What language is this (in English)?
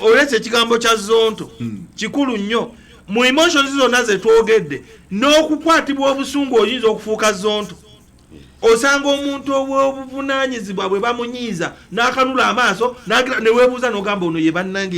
Ganda